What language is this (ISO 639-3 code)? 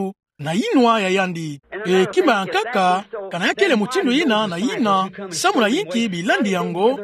ktu